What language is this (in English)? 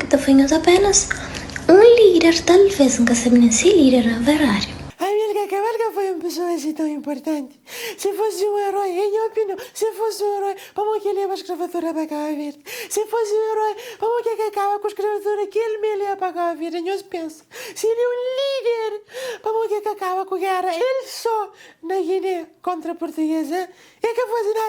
Kabuverdianu